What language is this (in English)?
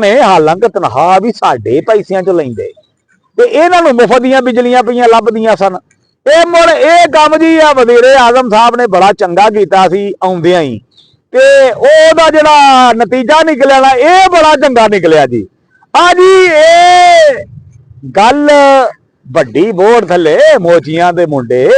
Western Panjabi